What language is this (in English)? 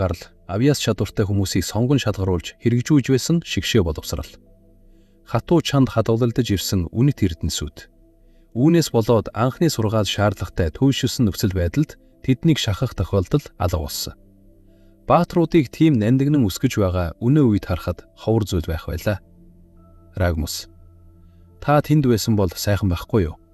Mongolian